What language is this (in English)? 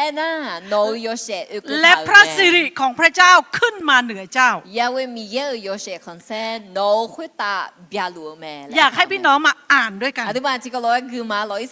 Akha